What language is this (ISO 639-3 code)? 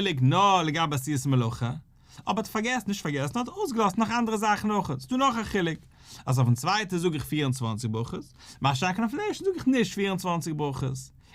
yid